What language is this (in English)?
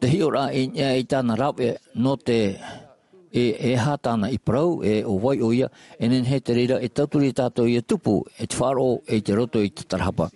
Tahitian